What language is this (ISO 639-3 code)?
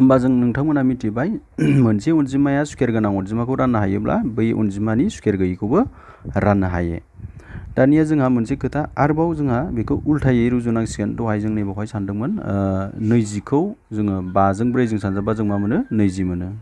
brx